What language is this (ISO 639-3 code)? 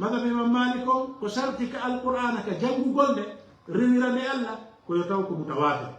ful